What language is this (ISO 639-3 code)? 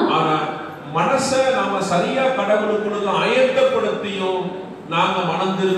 tam